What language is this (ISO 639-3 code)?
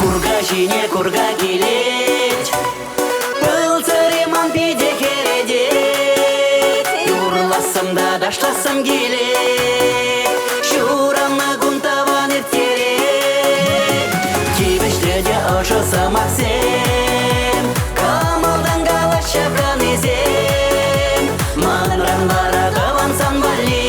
chv